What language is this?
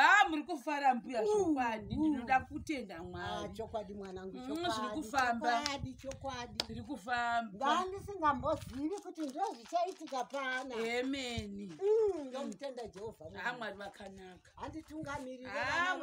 Shona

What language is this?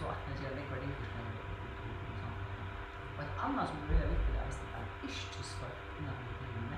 Faroese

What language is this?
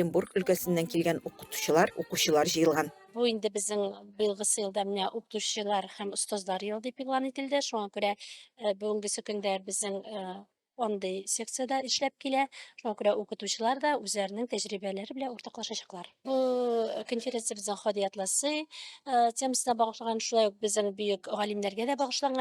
Tatar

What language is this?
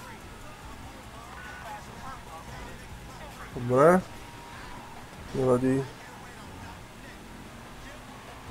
Slovak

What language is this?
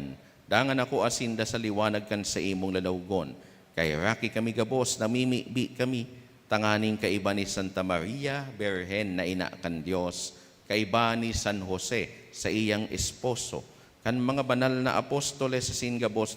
Bikol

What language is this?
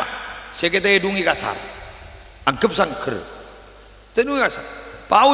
Madurese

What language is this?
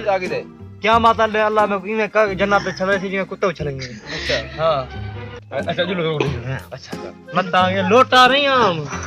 Saraiki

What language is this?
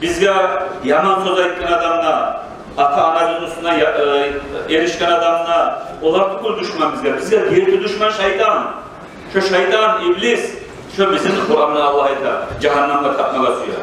Kumyk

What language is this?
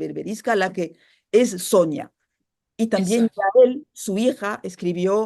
Ladino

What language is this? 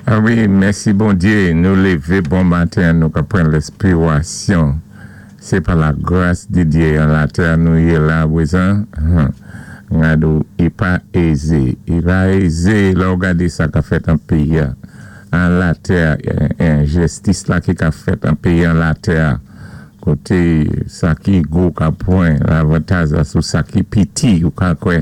Saint Lucian Creole French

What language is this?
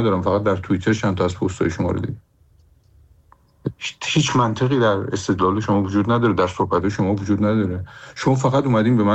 Persian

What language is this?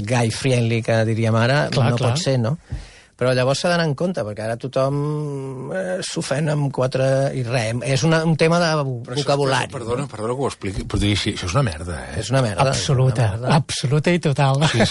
Catalan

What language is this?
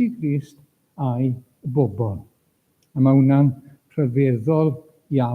Welsh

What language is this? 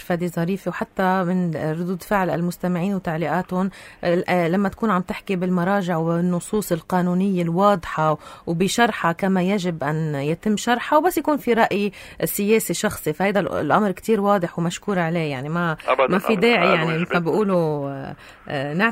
North Levantine Arabic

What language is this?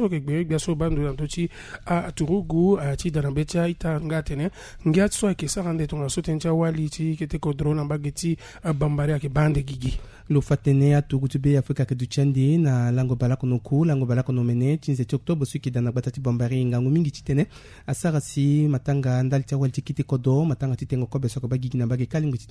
Sango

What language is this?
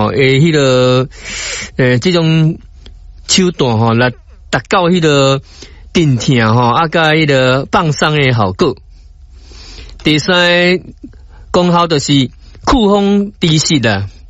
Min Nan Chinese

